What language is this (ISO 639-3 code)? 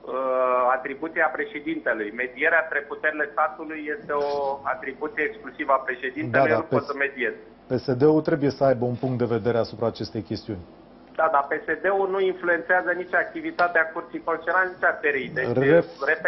ron